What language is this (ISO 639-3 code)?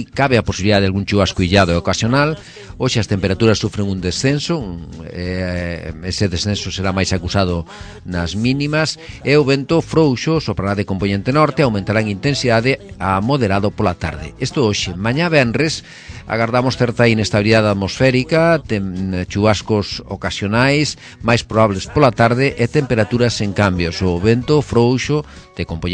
glg